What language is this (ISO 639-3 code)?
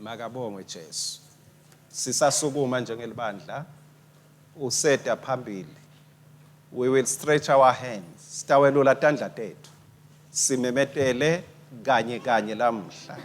ssw